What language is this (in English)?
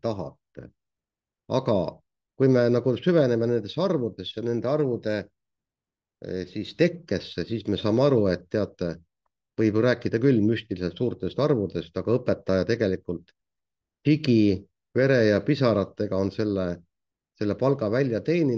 Estonian